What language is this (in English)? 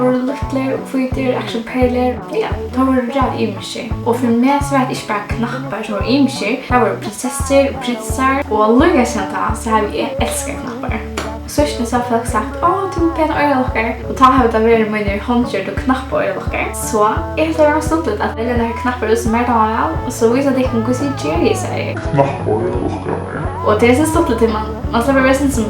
Faroese